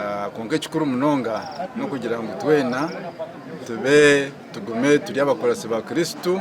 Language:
Nyankole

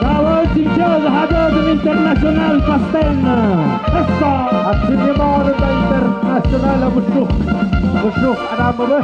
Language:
Tlahuitoltepec Mixe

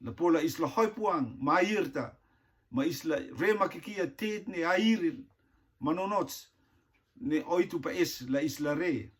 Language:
Rotuman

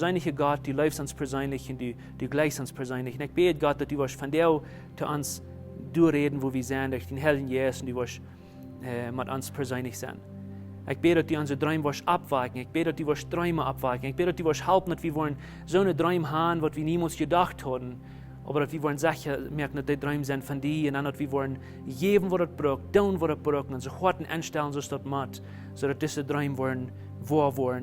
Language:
Plautdietsch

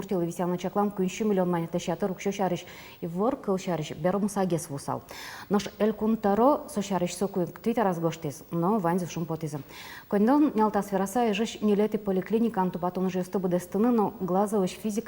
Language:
Udmurt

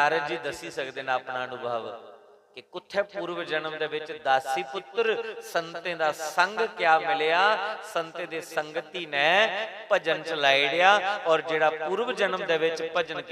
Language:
Dogri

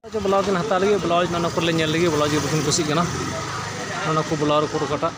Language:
Santali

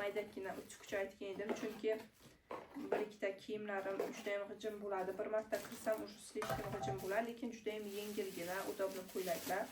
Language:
Uzbek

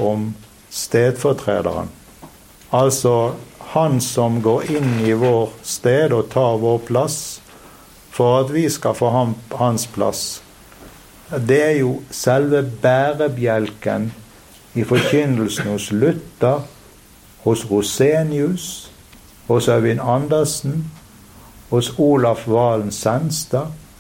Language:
Norwegian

